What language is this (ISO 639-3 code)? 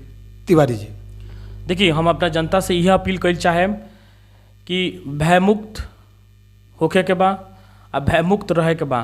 bho